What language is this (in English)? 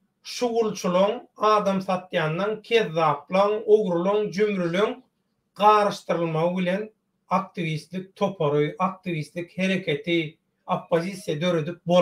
Turkmen